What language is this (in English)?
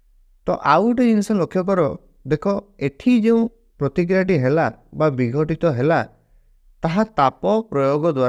Odia